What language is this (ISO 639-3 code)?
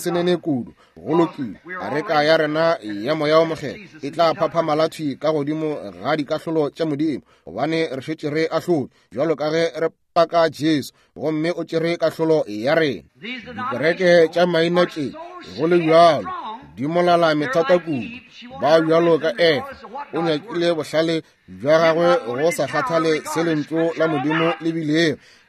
nso